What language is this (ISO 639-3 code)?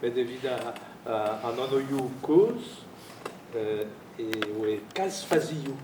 bre